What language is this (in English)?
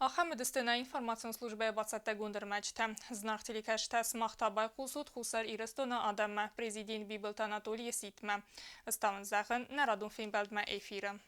Ossetic